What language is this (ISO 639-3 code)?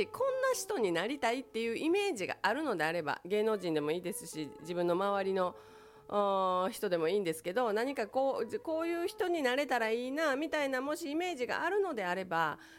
jpn